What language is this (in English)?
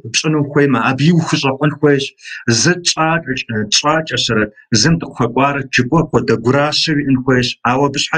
Kabardian